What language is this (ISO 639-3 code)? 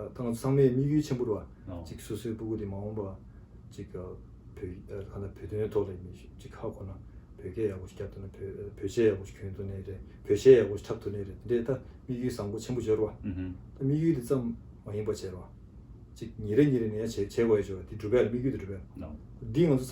bod